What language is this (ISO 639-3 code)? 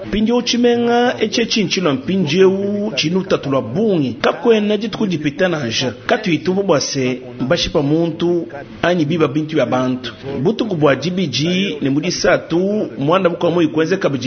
lua